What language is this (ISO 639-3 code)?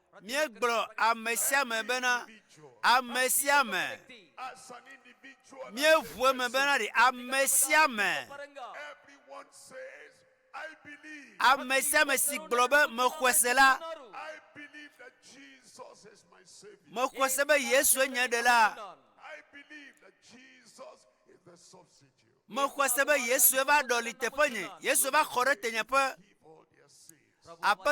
ewe